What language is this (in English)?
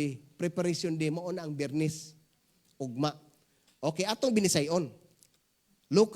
Cebuano